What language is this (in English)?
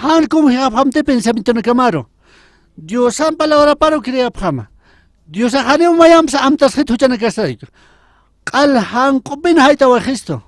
Aymara